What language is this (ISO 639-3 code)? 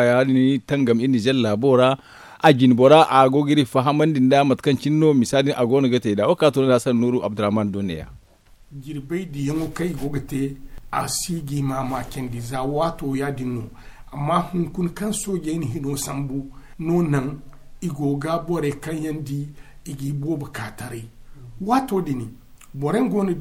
dje